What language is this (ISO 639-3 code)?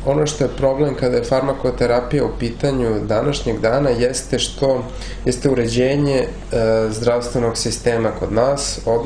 srp